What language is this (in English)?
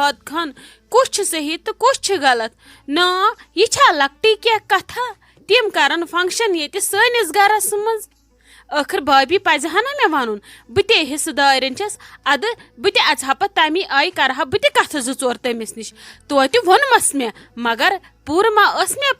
Kashmiri